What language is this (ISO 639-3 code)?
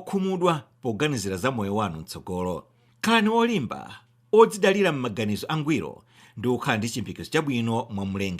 nya